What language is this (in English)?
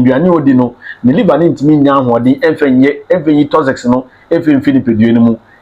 Akan